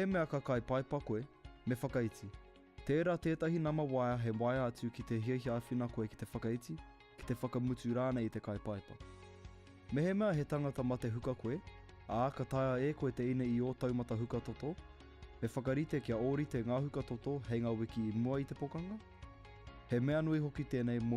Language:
Māori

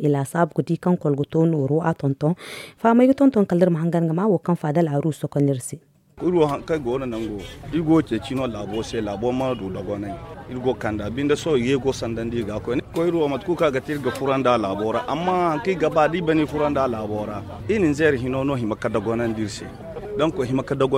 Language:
Zarma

